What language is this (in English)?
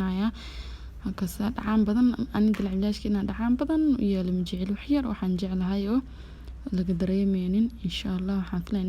Somali